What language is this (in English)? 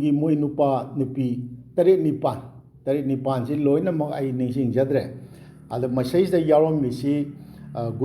Manipuri